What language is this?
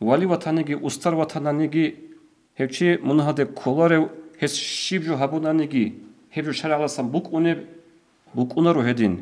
Avaric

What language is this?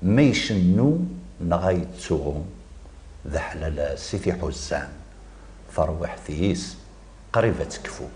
Kabyle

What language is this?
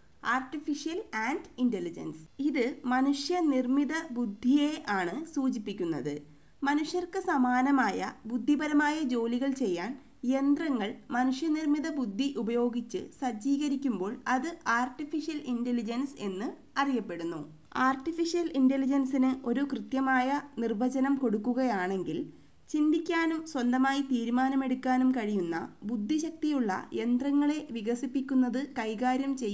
Malayalam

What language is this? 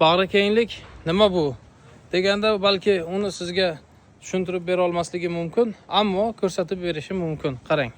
Uzbek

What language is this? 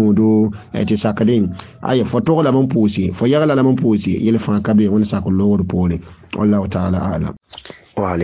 Mossi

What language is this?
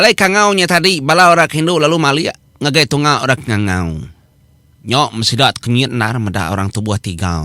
Iban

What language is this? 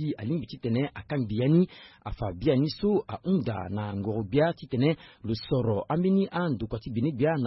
Sango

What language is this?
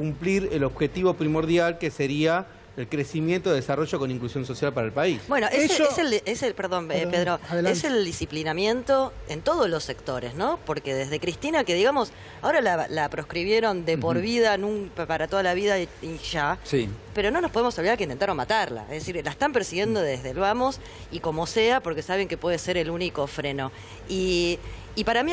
Spanish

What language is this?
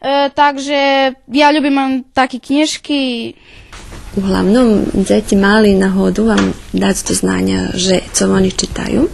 Rusyn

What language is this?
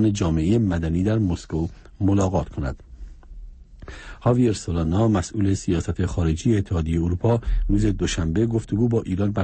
Persian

